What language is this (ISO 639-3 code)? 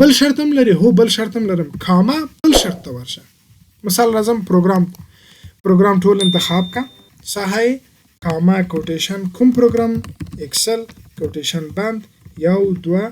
pus